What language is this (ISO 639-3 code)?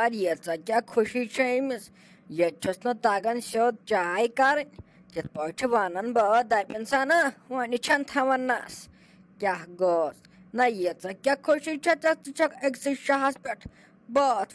kas